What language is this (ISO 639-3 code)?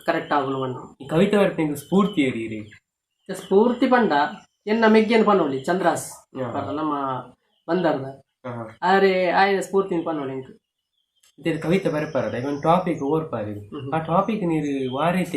tcy